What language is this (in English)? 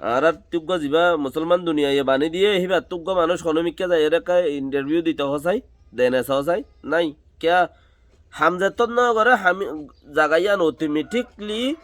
Rohingya